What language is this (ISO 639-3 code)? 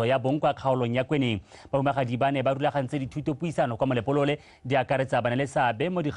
tsn